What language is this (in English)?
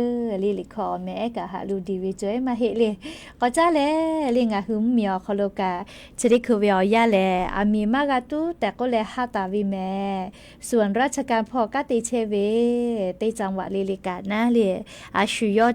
Lahu